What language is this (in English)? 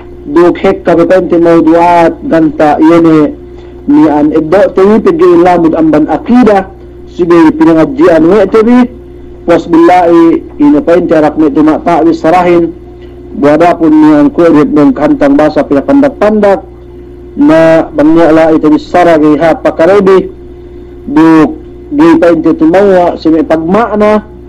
Yakan